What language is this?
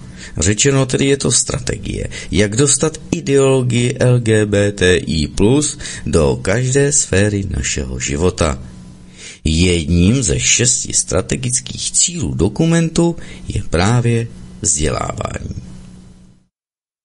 Czech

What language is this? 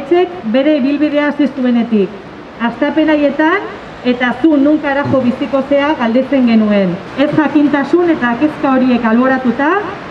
Basque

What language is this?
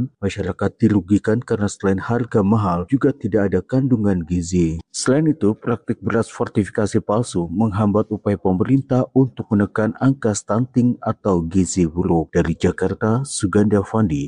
Indonesian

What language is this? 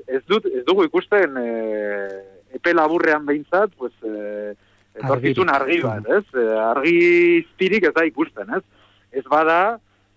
Basque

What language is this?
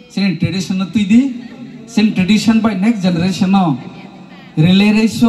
Kok Borok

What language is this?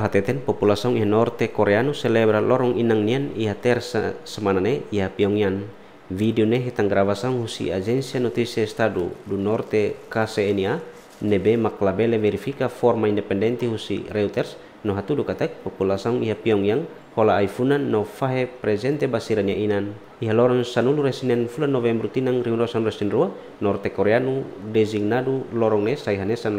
Tetum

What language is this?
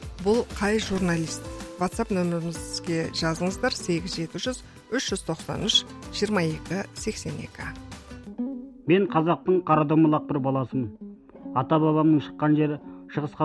Kazakh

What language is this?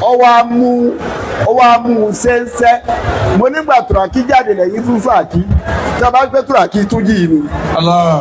Yoruba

